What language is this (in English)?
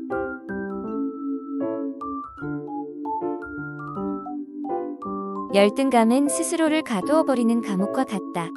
Korean